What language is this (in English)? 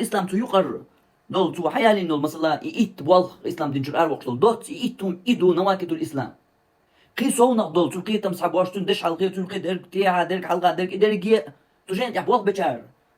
Chechen